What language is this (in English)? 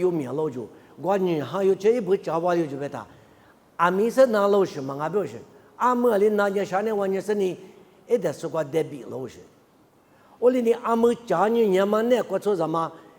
Lisu